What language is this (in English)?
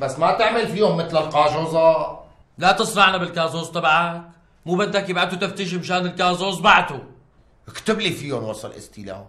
North Levantine Arabic